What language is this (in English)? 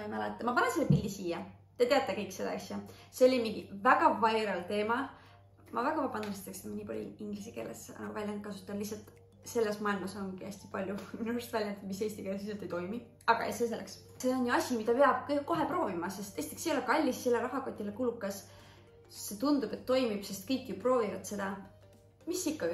Estonian